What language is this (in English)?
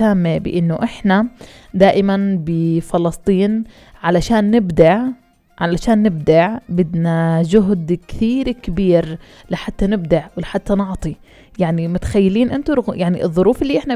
North Levantine Arabic